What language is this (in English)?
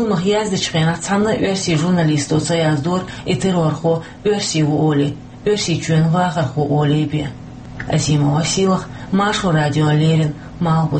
Chechen